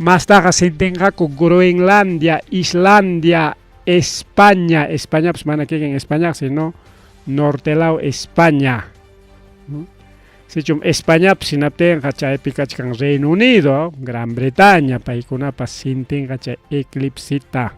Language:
Ayacucho Quechua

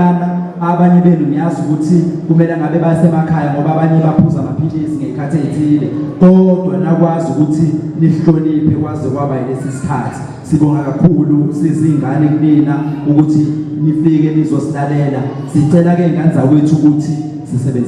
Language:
Zulu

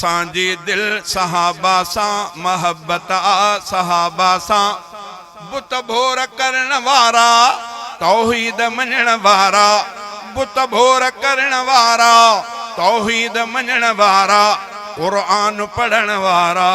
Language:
Sindhi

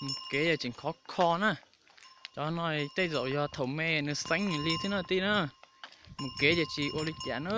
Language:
Hmong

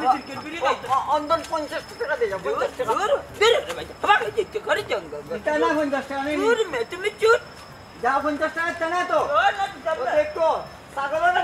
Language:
Sylheti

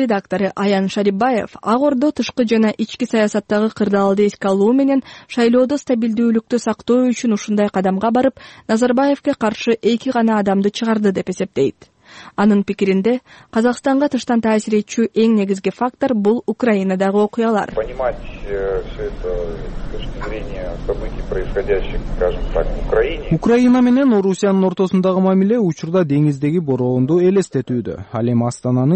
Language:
Kyrgyz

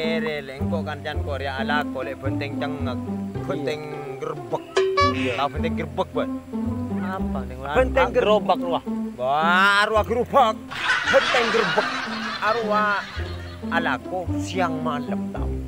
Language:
Madurese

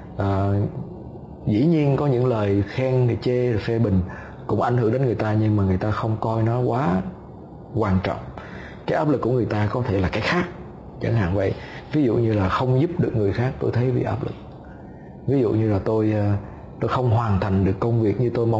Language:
Vietnamese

